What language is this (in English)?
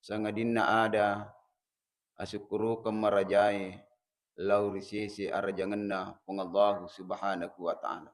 Buginese